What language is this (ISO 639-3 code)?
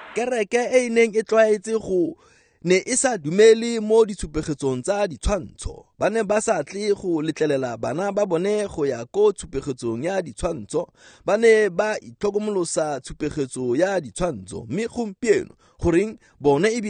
tsn